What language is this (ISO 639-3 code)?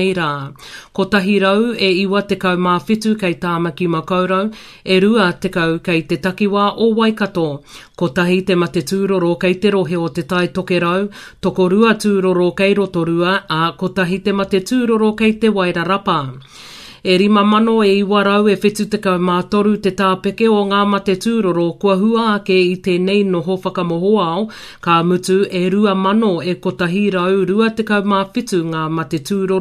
mri